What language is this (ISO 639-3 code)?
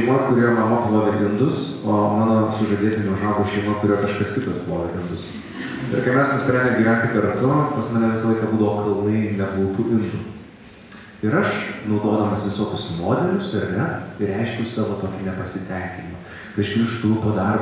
lit